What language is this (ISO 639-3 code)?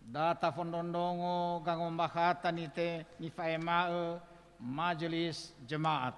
nia